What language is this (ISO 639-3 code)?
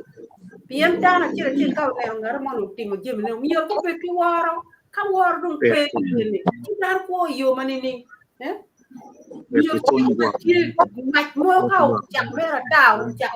ach